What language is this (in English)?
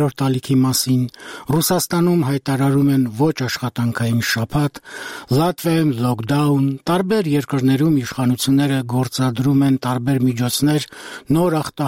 Armenian